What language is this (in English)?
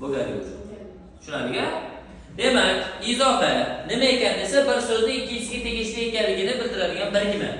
Uzbek